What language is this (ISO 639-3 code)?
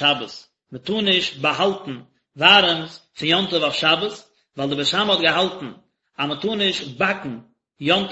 yid